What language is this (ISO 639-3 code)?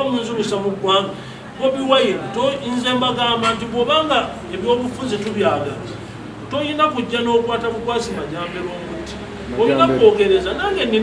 lug